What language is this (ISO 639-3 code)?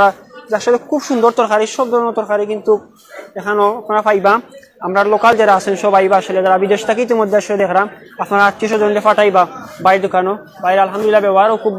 syl